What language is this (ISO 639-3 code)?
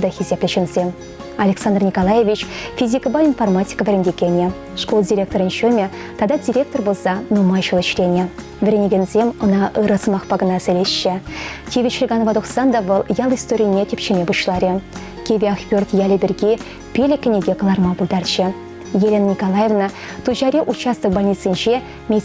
chv